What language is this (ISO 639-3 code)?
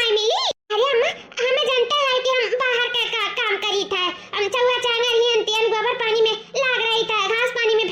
awa